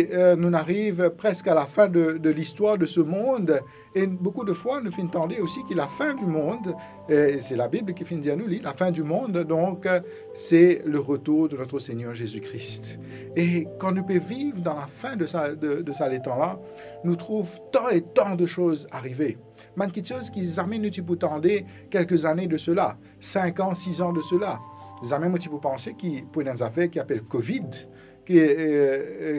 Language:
Morisyen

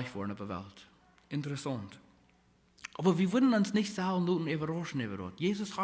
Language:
Plautdietsch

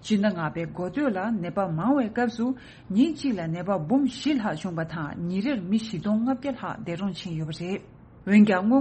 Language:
Tibetan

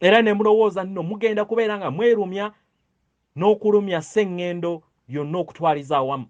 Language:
Ganda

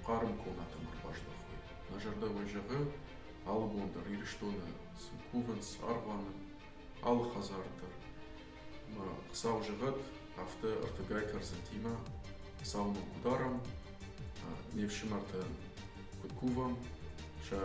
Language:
Ossetic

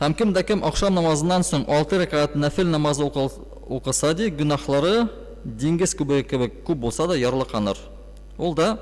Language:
Tatar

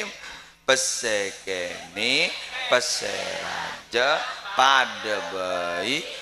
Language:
Madurese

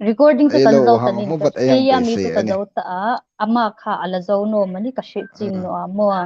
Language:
Hmar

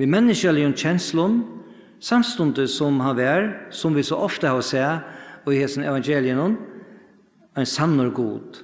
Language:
Faroese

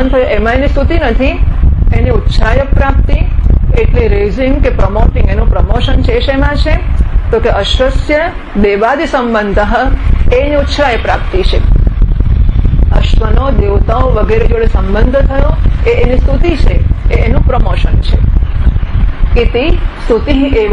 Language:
Gujarati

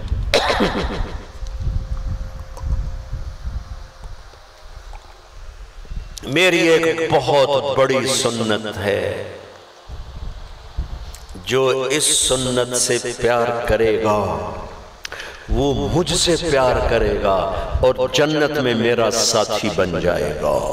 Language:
Urdu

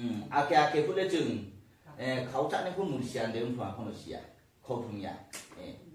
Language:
Riang (India)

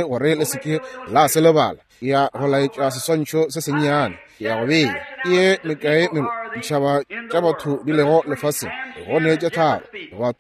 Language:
Northern Sotho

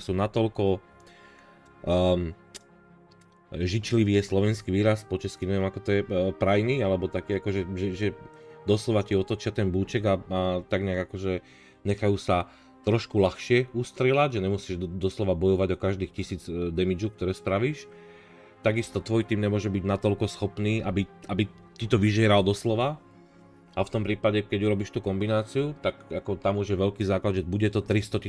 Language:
Slovak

